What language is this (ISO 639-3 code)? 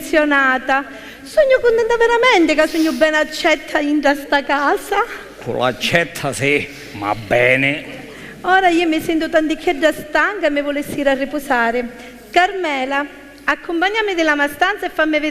scn